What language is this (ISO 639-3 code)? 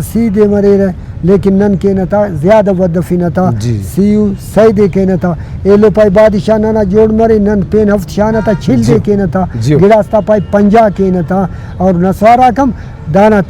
brh